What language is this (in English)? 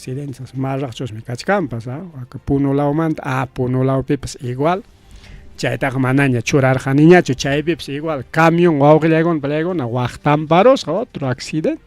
Ayacucho Quechua